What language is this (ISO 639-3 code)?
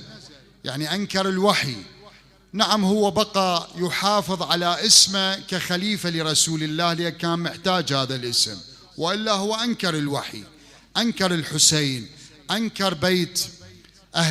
acm